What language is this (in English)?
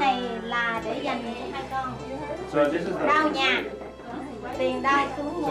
Vietnamese